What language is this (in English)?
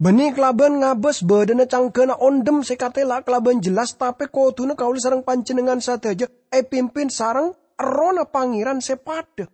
Madurese